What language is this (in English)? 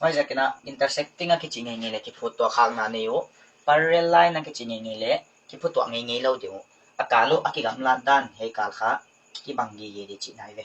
Paite Chin